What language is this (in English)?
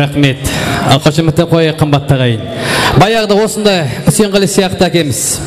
Kara-Kalpak